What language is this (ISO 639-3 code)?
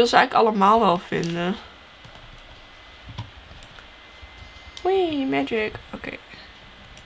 nld